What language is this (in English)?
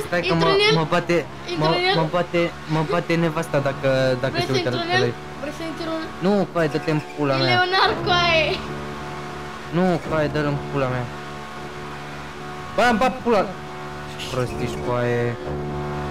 Romanian